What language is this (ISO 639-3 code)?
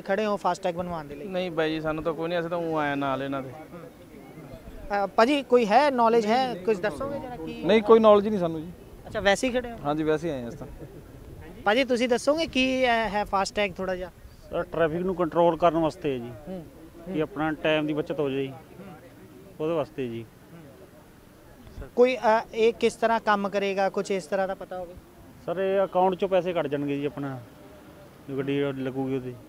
pan